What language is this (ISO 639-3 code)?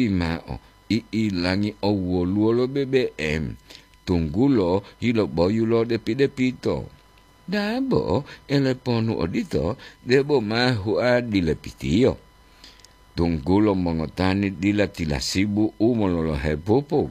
gor